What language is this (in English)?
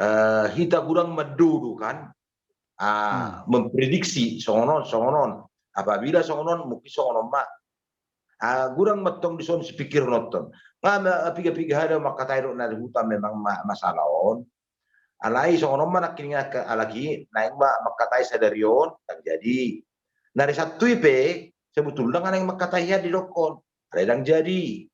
Batak Toba